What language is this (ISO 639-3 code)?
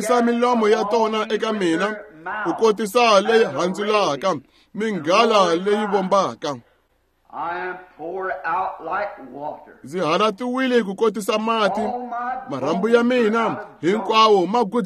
tso